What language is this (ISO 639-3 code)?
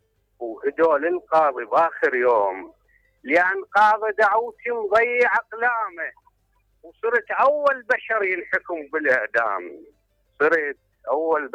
acm